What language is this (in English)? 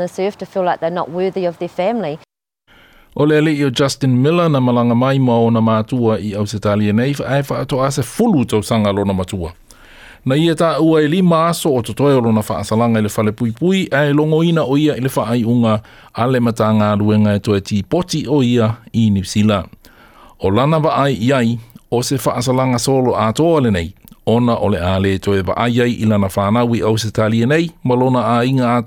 Samoan